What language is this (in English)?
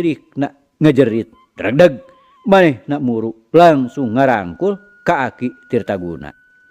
Sundanese